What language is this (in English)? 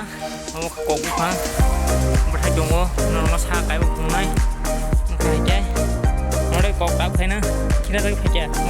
Kok Borok